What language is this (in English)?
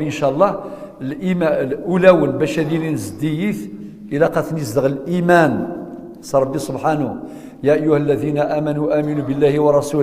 Kabyle